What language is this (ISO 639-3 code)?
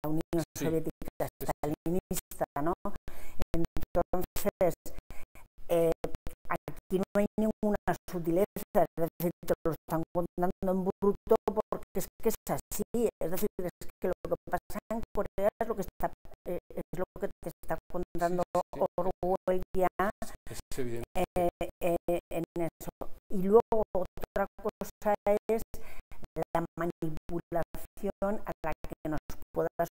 spa